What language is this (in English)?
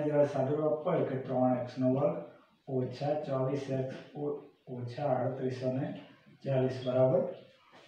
Gujarati